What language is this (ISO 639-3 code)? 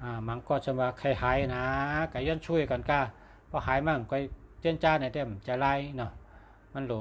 shn